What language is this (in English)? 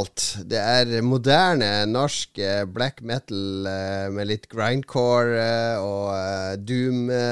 Norwegian